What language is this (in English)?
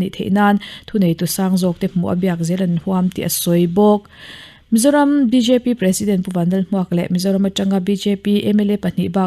Mizo